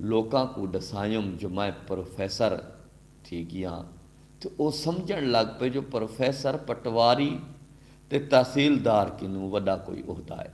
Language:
Saraiki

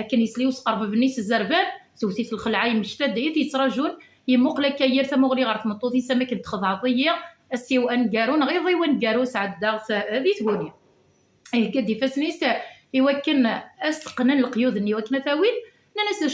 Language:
Kabyle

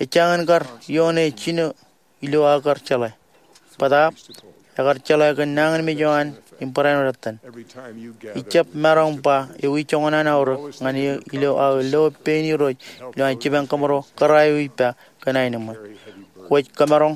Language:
Marshallese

